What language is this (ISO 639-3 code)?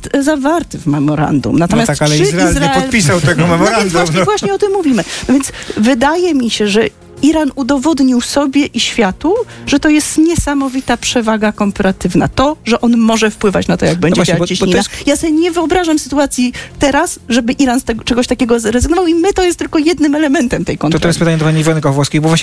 pol